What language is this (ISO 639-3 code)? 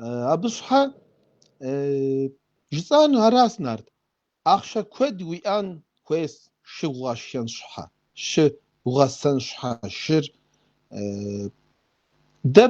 kbd